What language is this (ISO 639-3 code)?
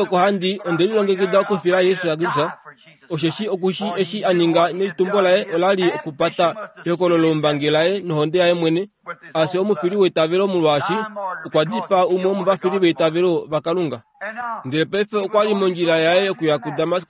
kua